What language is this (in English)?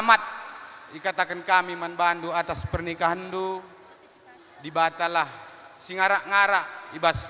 Batak Karo